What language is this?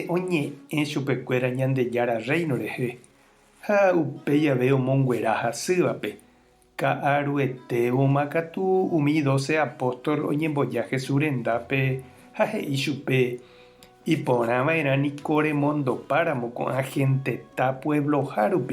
Guarani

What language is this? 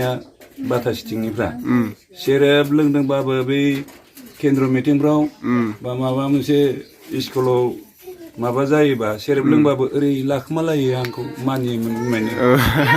Bodo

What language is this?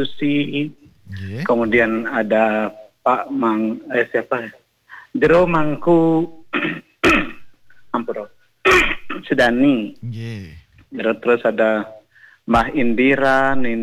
Balinese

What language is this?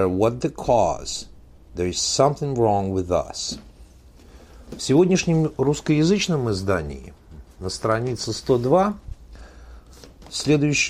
Russian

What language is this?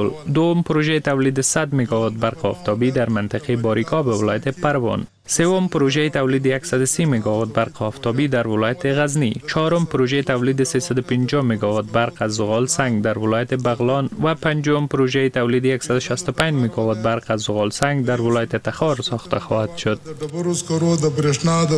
Persian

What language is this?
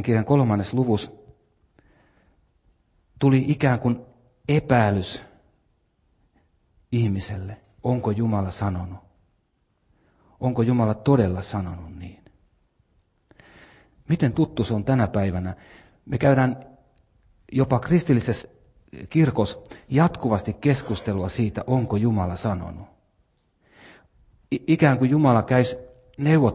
Finnish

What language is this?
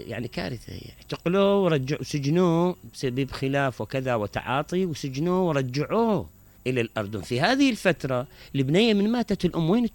Mesopotamian Arabic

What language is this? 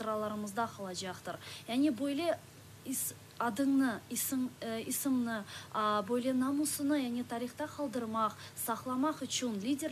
Crimean Tatar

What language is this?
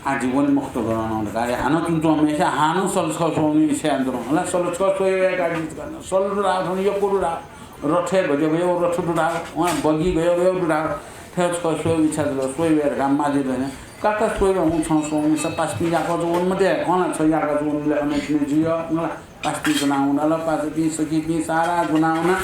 Newari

